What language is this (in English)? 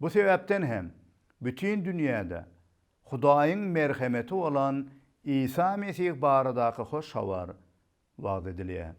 Turkmen